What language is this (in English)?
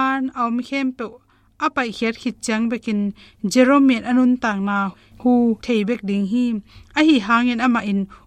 Tedim Chin